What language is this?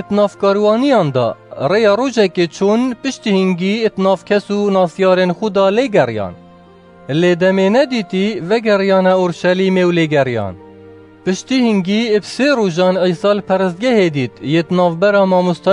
Kurdish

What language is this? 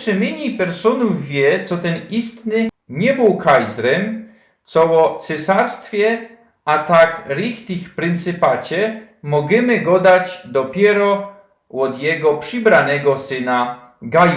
Silesian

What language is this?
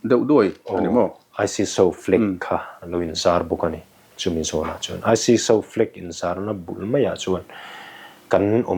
Mizo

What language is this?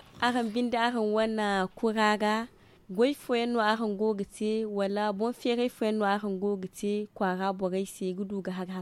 Zarma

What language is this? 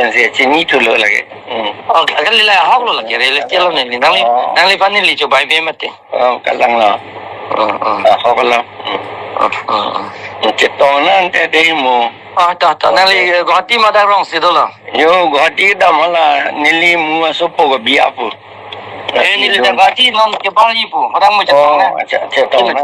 Karbi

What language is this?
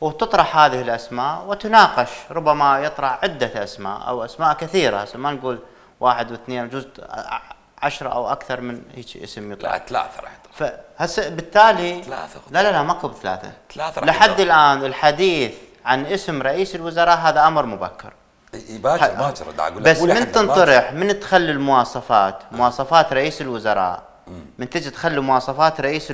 Mesopotamian Arabic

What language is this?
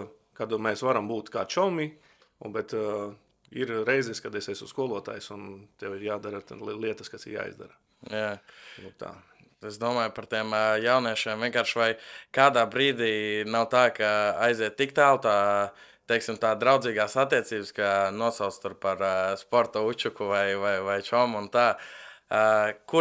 Latvian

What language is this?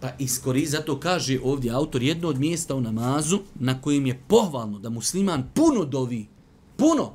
Bosnian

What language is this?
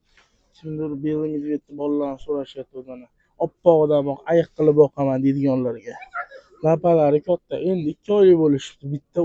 Uzbek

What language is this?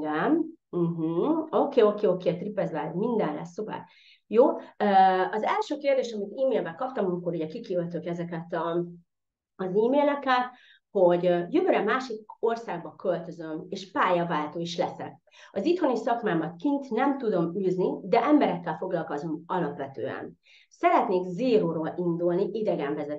Hungarian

